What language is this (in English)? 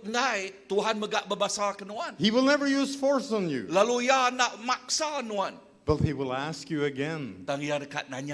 Iban